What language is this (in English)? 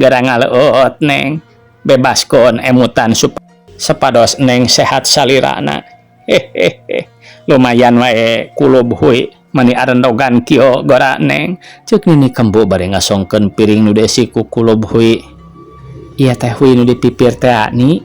Sundanese